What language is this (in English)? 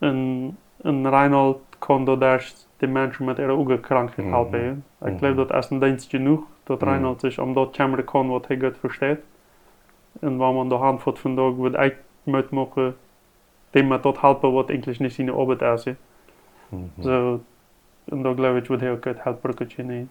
Plautdietsch